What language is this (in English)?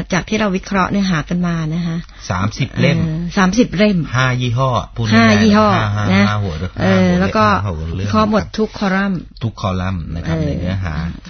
Thai